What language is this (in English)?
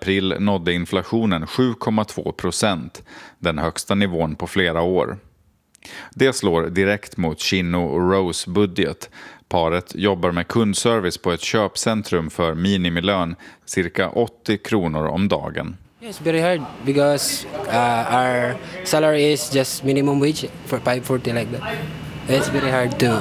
Swedish